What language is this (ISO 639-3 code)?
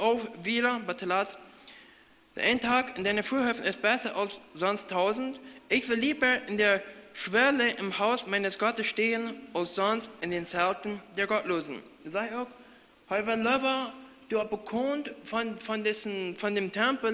pdt